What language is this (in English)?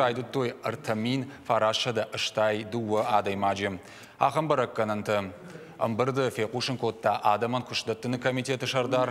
Ossetic